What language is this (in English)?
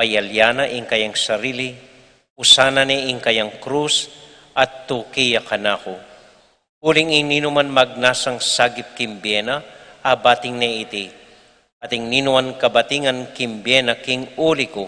Pampanga